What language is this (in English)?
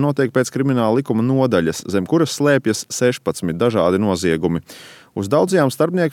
Latvian